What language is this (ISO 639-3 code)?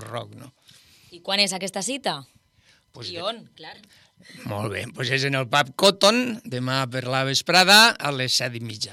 cat